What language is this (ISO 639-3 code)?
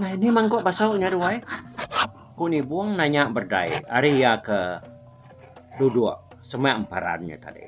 iba